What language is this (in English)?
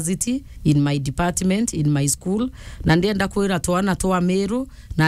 Meru